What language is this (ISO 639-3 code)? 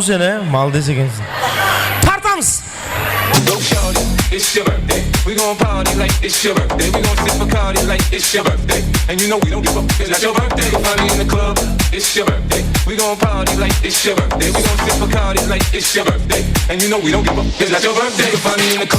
kaa